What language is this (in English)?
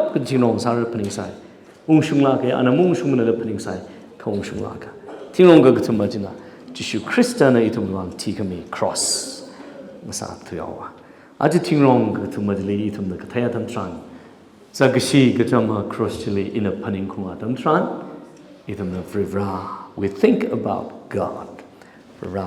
Tangkhul Naga (India)